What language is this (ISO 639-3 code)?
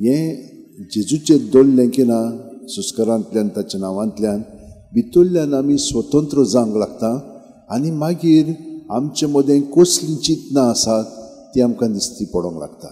kok